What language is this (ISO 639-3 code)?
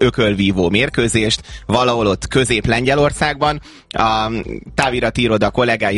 hun